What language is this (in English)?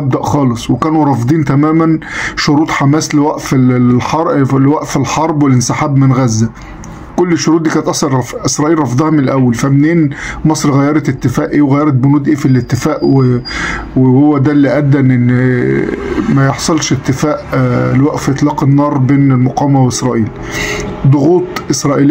Egyptian Arabic